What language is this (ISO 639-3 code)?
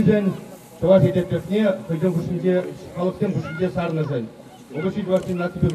chv